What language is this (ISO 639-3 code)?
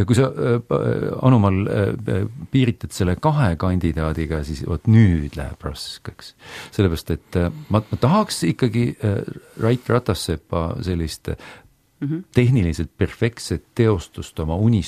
est